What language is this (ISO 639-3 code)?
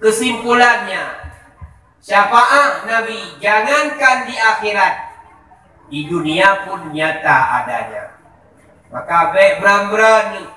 ace